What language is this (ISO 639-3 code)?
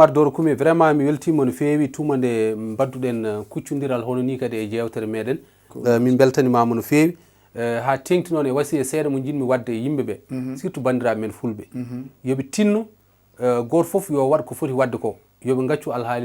ful